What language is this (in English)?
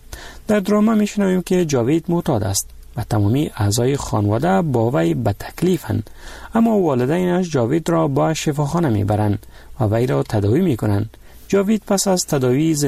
Persian